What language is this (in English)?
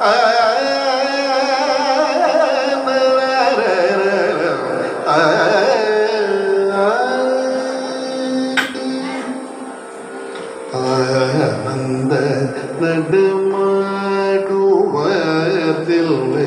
Bangla